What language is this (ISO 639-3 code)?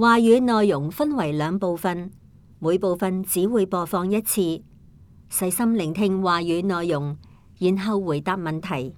yue